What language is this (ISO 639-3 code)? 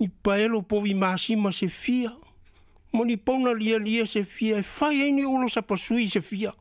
smo